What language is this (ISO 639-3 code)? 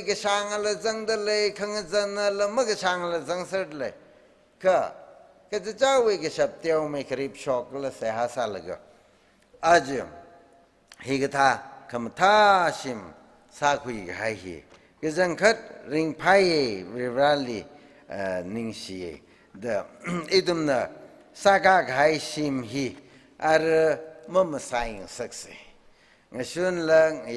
nmf